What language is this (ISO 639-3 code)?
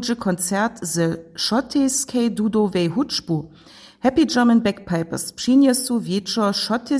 hsb